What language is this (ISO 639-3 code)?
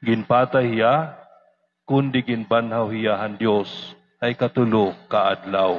war